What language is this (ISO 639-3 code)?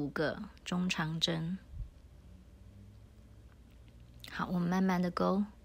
zho